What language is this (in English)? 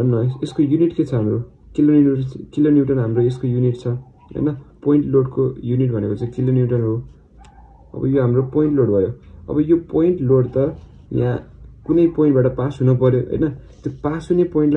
Nepali